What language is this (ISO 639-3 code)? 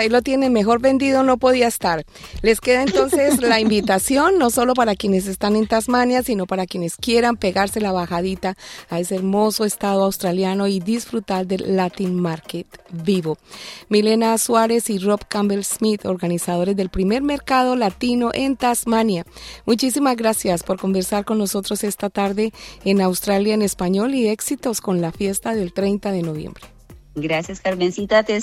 spa